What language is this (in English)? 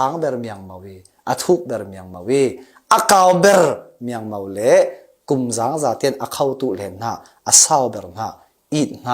Falam Chin